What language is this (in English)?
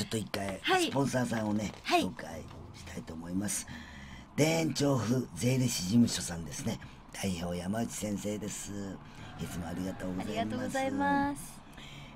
Japanese